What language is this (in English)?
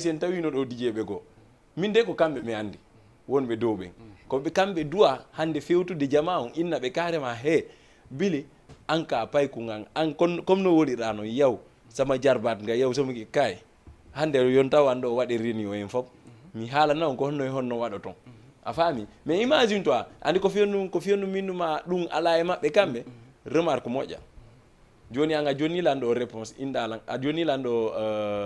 Fula